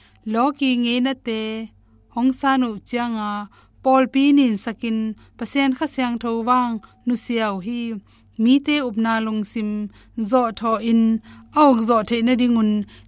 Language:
Tedim Chin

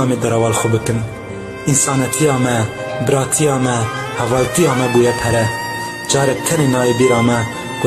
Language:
Kurdish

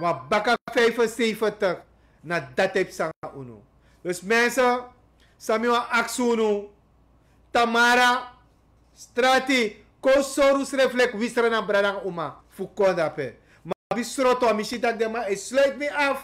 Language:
Sranan Tongo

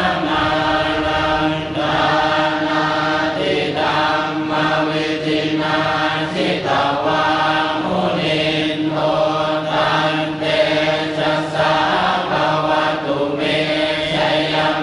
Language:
Pali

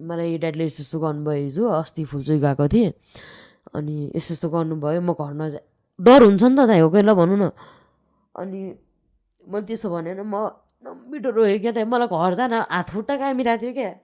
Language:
Nepali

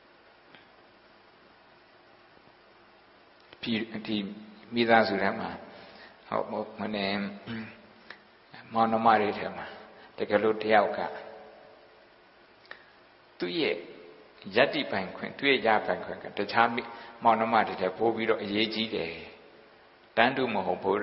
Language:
Burmese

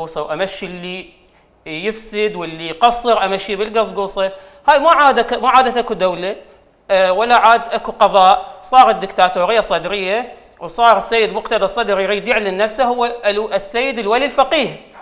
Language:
Mesopotamian Arabic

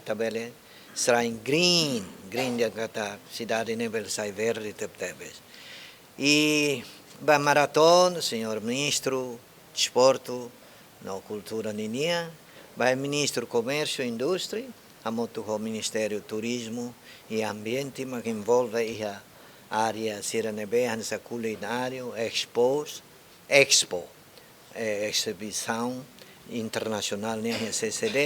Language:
Tetum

